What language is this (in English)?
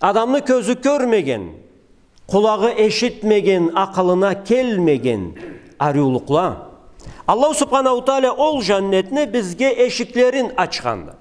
Karachay-Balkar